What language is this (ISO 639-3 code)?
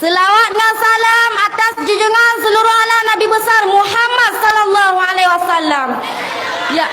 ace